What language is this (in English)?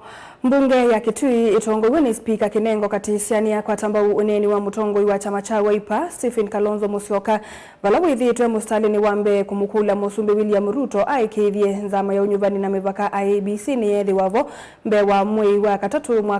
Kamba